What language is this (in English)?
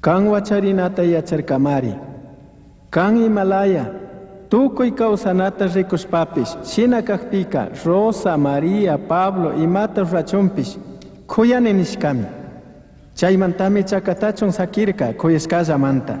Chimborazo Highland Quichua